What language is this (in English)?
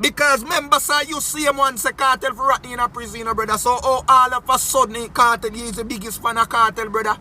Jamaican Creole English